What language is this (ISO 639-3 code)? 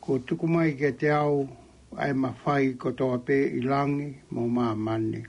ton